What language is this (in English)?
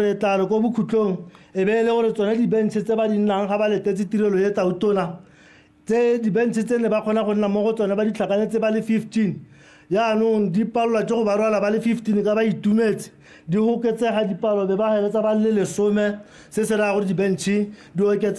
Tswana